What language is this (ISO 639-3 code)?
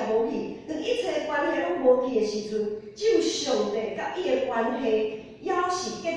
nan